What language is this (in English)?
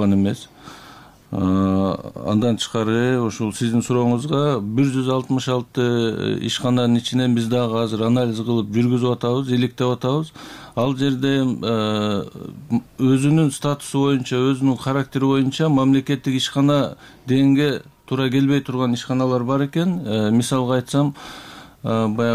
Kyrgyz